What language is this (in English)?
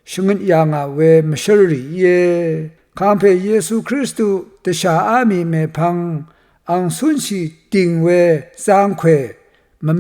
Rawang